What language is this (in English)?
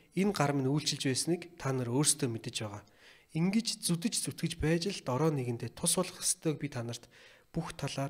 Mongolian